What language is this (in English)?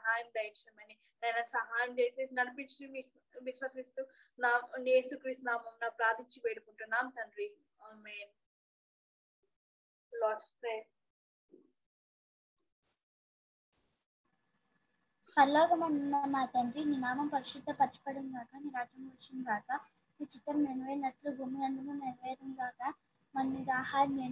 Telugu